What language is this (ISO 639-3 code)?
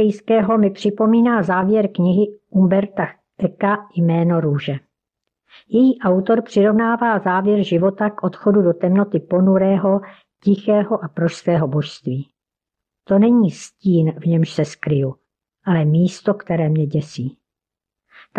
ces